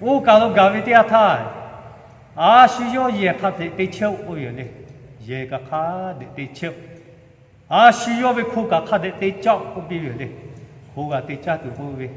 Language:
Lahu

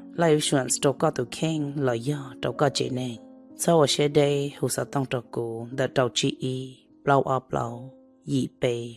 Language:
Hmong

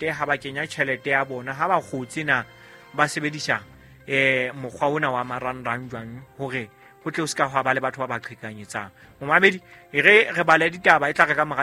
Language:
Southern Sotho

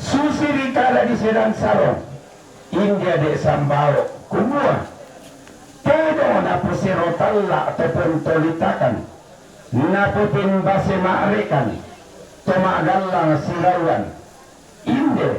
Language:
Toraja-Sa'dan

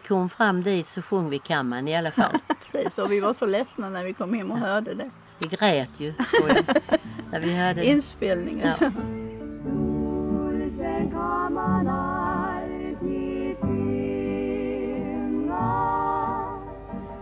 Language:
Swedish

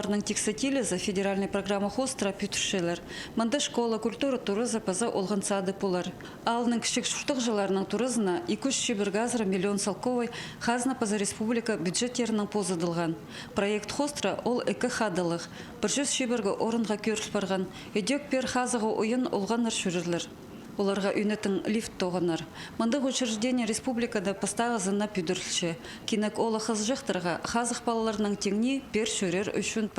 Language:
Khakas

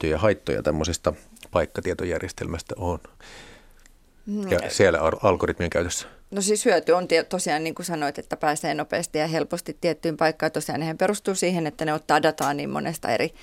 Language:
Finnish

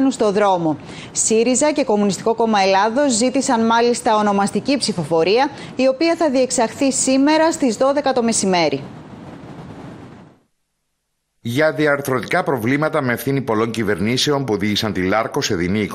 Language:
Greek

